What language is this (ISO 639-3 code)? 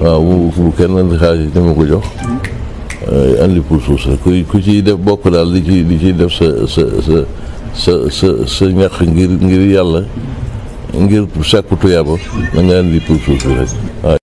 wol